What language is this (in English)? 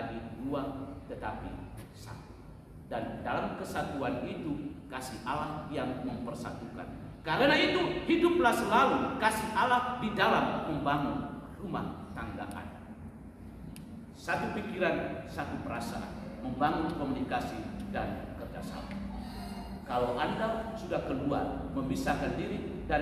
Indonesian